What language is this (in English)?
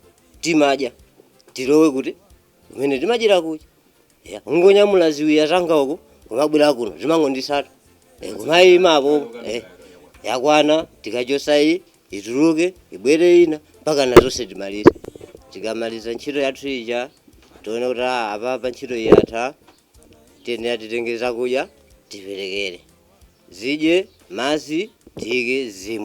Nyanja